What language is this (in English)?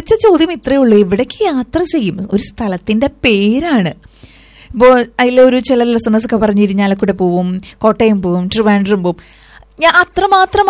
Malayalam